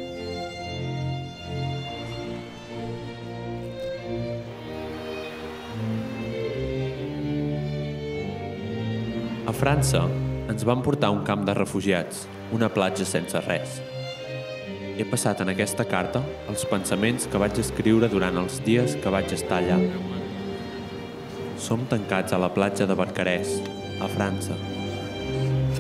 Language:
Catalan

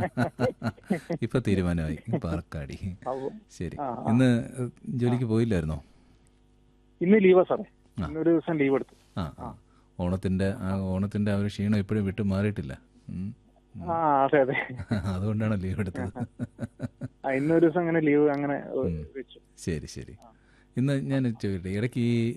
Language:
Malayalam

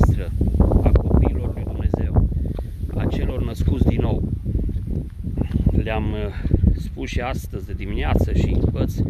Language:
Romanian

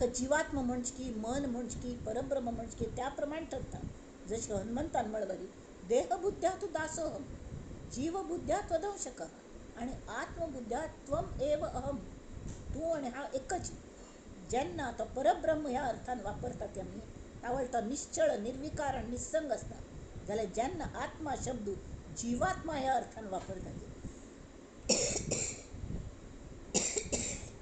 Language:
Konkani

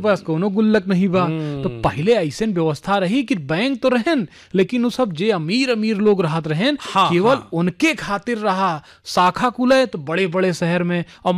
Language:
Bhojpuri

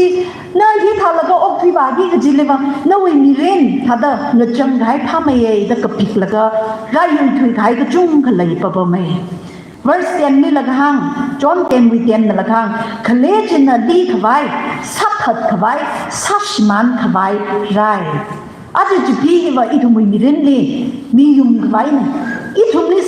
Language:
Tangkhul Naga (India)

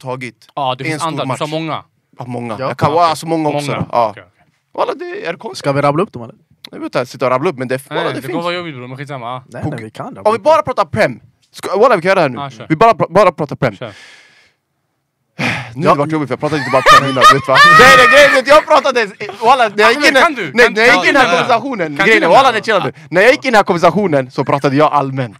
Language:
Swedish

